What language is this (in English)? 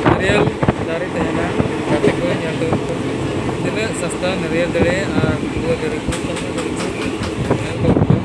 Santali